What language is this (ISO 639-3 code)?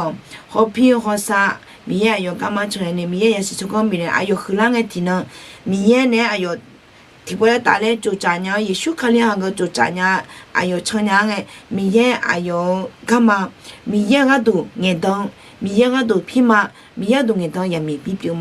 ahk